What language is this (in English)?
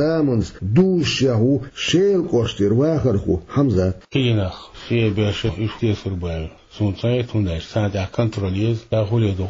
Chechen